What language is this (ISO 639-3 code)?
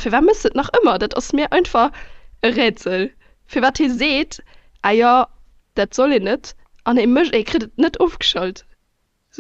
ltz